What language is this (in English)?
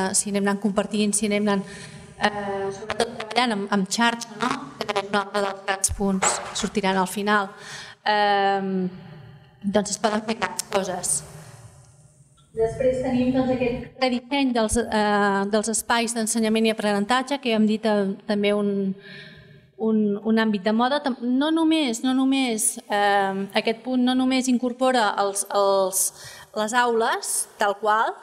Catalan